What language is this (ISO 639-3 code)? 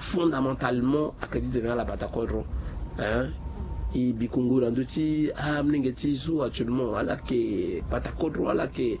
sag